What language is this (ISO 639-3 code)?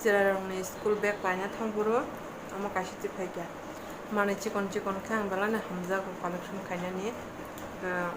trp